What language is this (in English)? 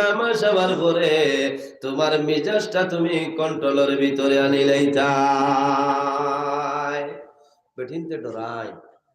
Sylheti